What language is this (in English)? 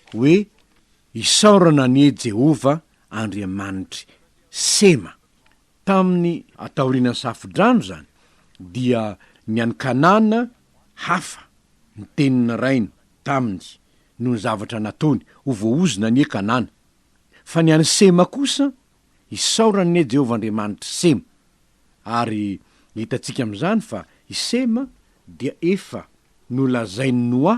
Malagasy